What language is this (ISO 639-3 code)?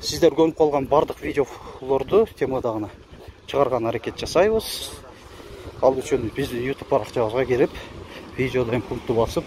kir